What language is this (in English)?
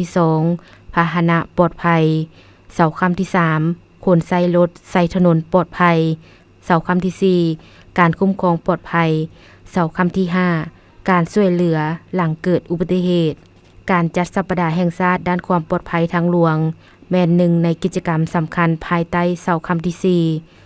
Lao